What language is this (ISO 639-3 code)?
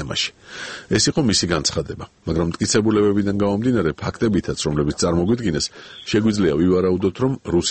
kat